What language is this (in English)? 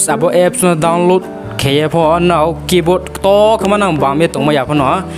Riang (India)